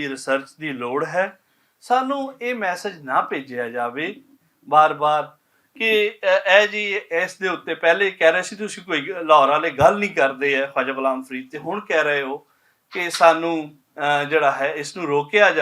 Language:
Western Panjabi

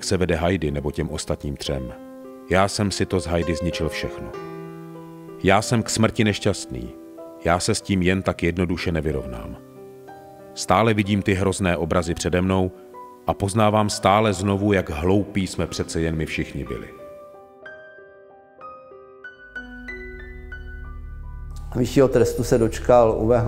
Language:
Czech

